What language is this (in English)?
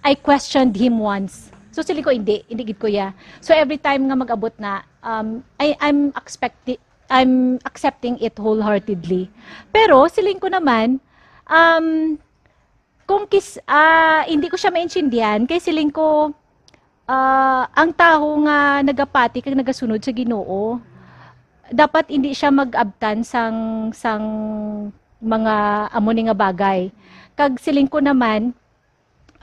Hiligaynon